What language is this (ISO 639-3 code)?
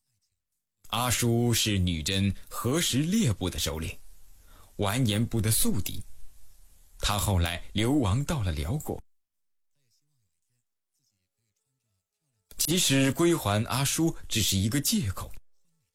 zho